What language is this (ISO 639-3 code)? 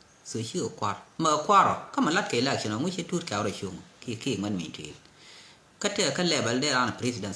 nus